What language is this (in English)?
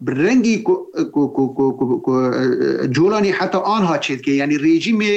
Kurdish